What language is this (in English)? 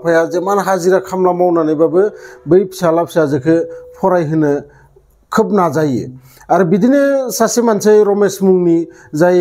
Bodo